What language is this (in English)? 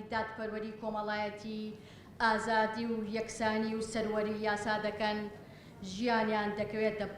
Central Kurdish